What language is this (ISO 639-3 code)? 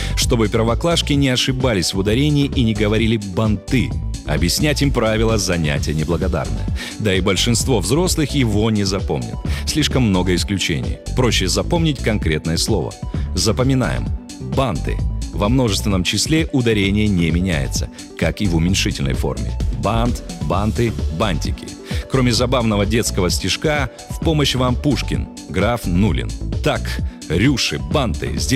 rus